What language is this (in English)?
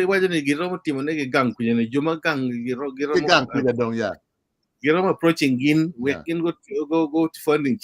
Acoli